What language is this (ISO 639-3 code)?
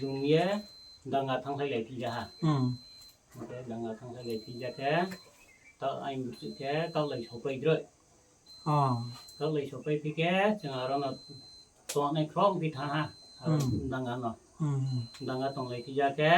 ria